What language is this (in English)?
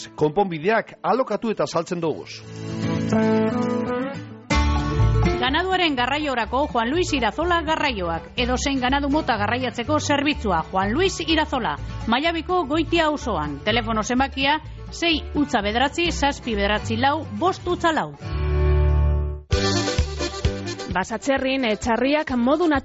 Basque